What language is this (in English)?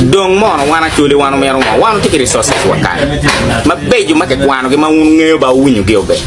Acoli